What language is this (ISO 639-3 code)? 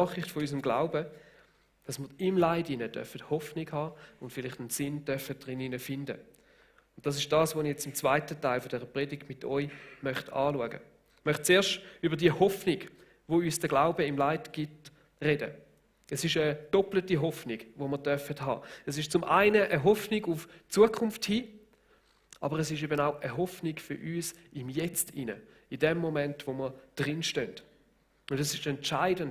gsw